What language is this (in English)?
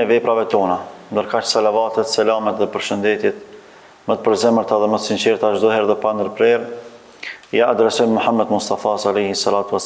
Albanian